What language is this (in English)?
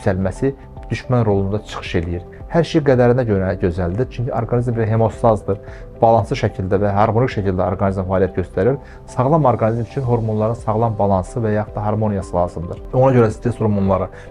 Azerbaijani